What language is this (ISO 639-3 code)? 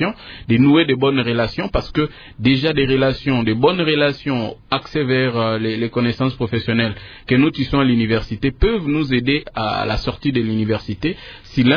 fra